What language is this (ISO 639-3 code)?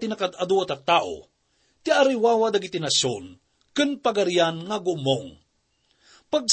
ilo